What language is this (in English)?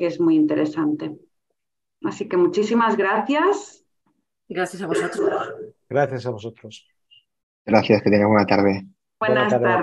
Spanish